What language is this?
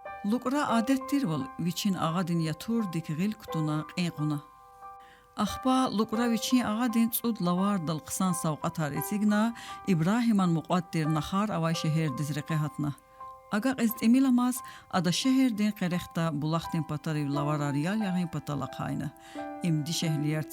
Lezghian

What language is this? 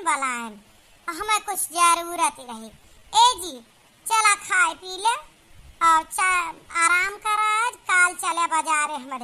Awadhi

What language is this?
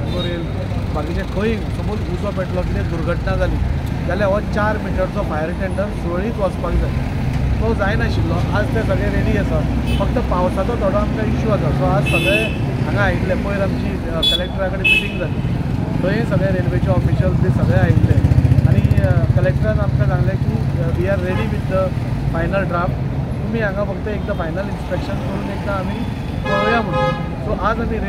Konkani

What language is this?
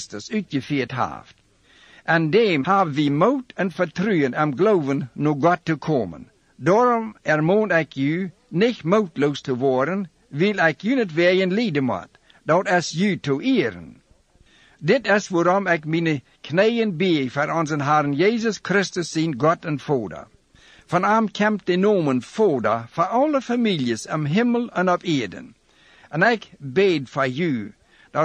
Plautdietsch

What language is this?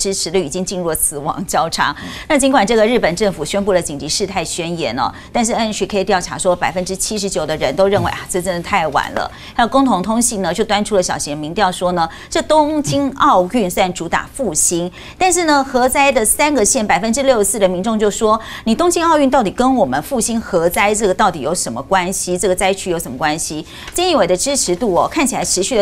Chinese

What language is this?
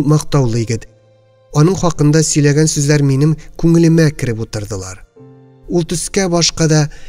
Tatar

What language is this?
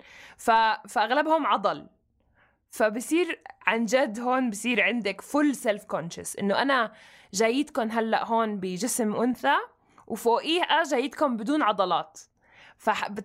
North Levantine Arabic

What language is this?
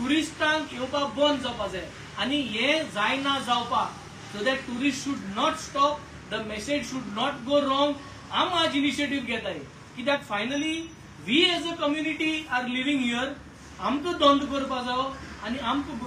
Konkani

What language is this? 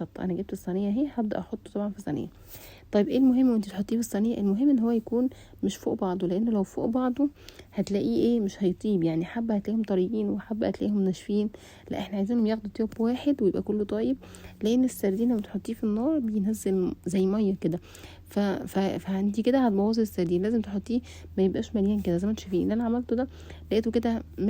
Egyptian Arabic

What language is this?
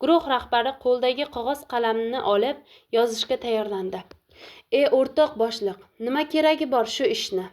Uzbek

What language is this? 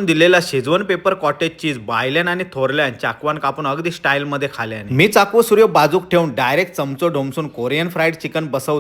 Konkani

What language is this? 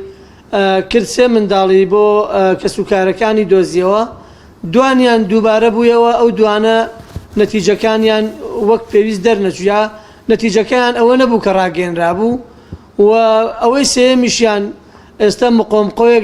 Central Kurdish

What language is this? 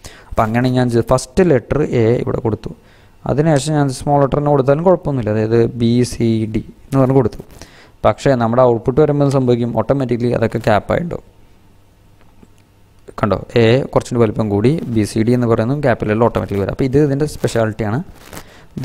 Malayalam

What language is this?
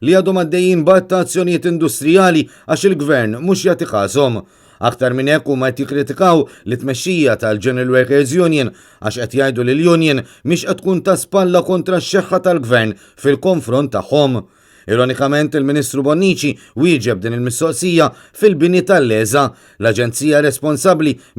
Maltese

